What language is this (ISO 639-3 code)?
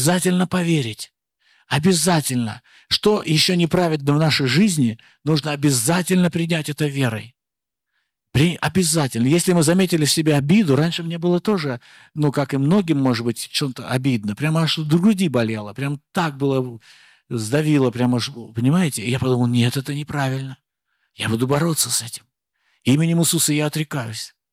rus